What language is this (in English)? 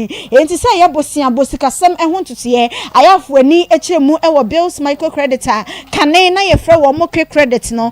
Akan